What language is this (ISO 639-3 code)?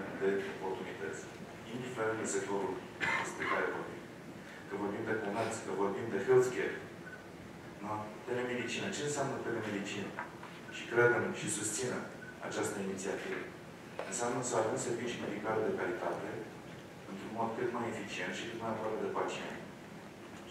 ron